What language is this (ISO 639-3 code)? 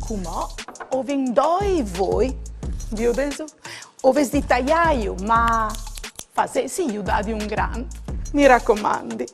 fur